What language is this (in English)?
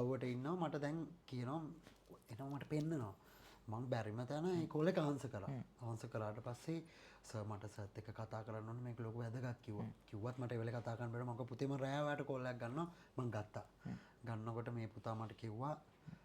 Sinhala